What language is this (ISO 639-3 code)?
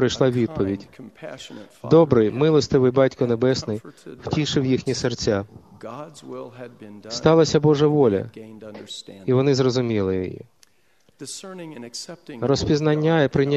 ukr